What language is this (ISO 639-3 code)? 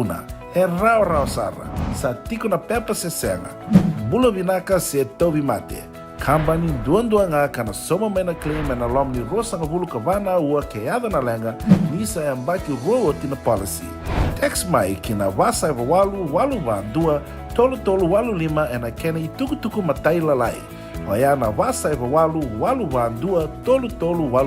fij